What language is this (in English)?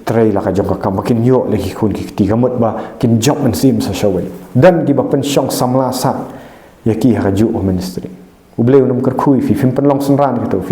Khasi